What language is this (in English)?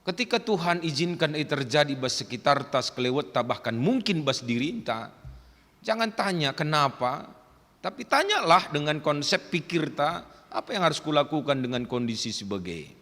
Batak Karo